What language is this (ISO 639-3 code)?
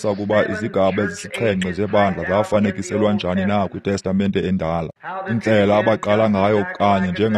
xho